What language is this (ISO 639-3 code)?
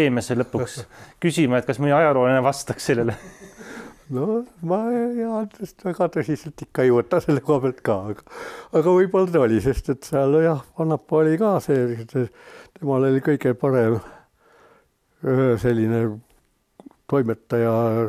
est